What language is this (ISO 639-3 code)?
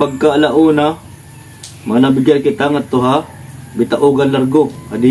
war